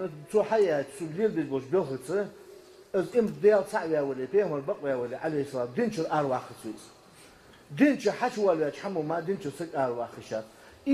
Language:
Ingush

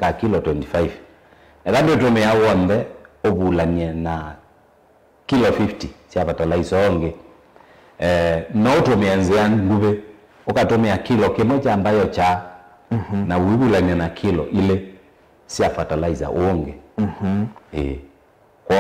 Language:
Kamba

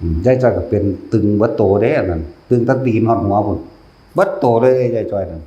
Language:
Northeastern Thai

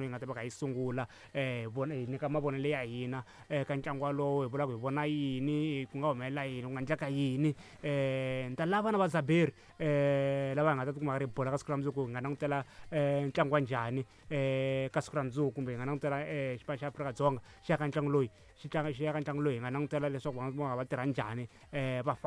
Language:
Tsonga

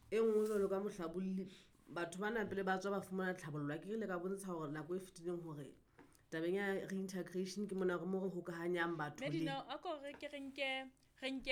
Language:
Southern Sotho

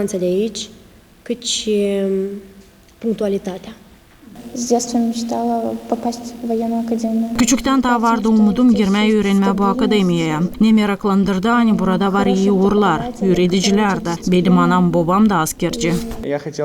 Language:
Gagauz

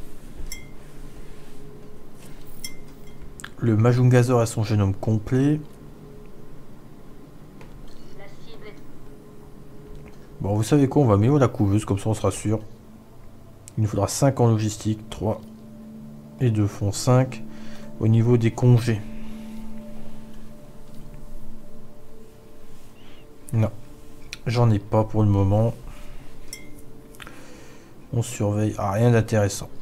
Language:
French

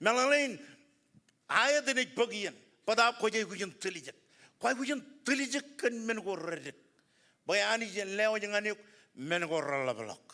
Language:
Marshallese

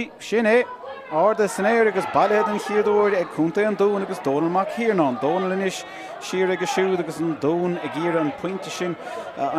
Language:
Irish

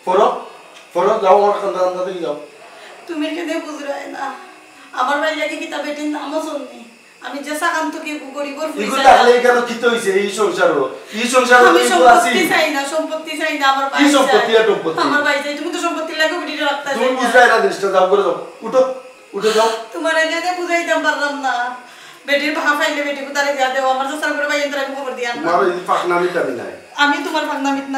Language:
Sylheti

